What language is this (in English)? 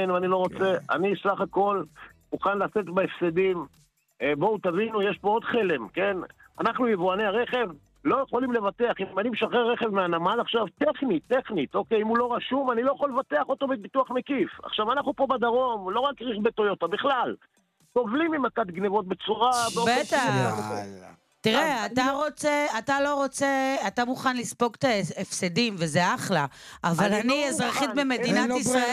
Hebrew